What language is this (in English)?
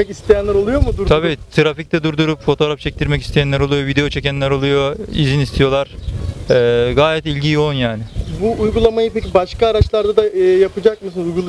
Turkish